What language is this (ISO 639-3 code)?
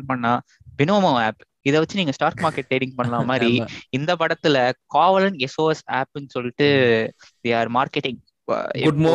tam